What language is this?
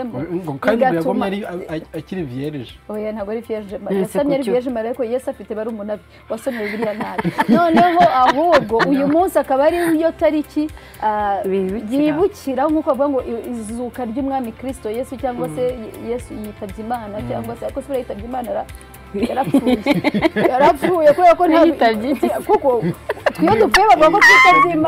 Kinyarwanda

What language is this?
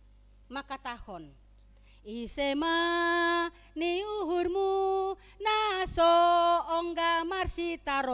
Batak Simalungun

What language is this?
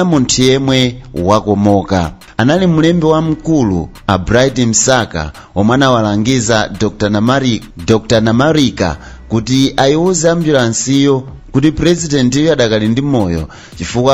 Nyanja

